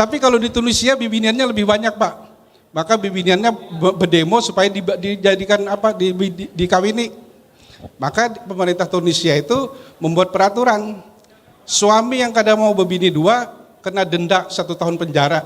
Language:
Banjar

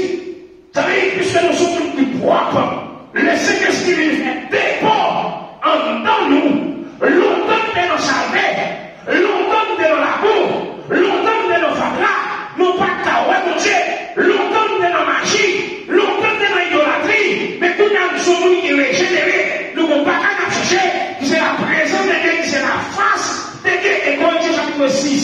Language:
Haitian Creole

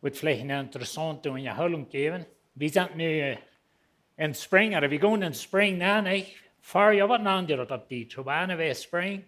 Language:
Plautdietsch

